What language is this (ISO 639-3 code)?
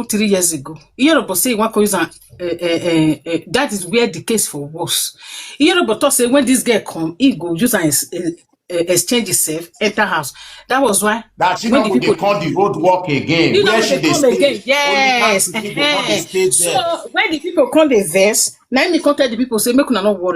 pcm